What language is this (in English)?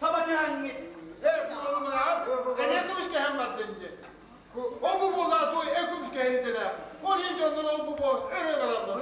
Yakut